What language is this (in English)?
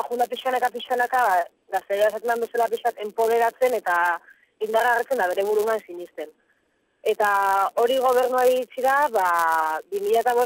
Basque